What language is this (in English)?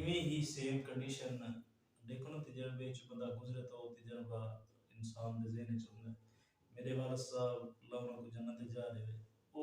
Saraiki